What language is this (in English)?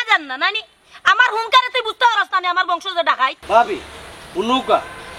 Sylheti